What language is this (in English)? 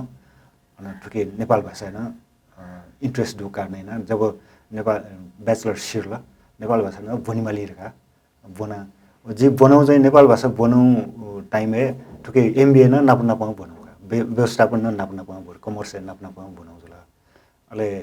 Newari